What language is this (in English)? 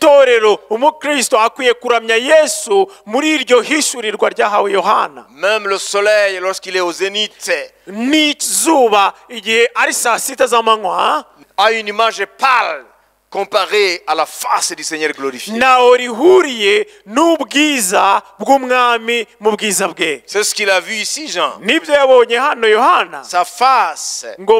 Kinyarwanda